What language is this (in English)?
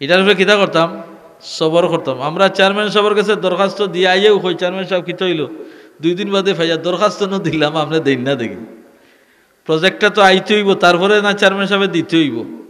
Sylheti